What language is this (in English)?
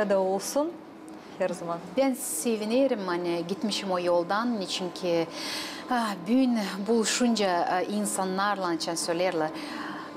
Gagauz